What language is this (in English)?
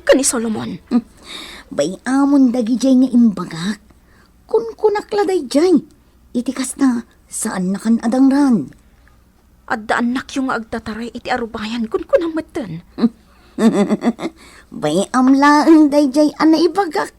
Iloko